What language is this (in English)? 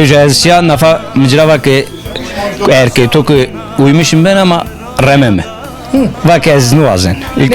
Zaza